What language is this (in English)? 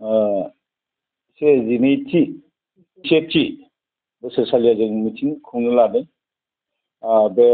Bodo